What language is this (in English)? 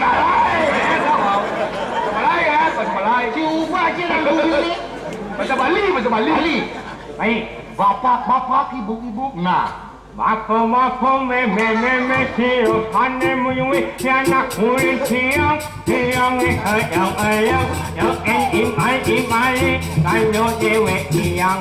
Balinese